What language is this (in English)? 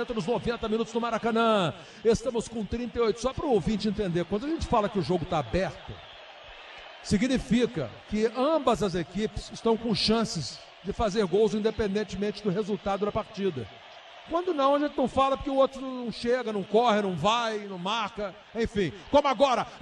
Portuguese